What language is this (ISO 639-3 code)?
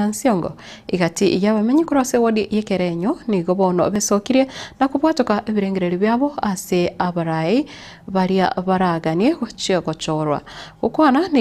guz